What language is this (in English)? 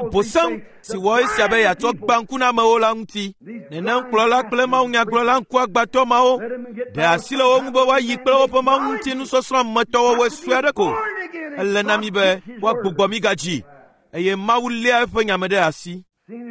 Ewe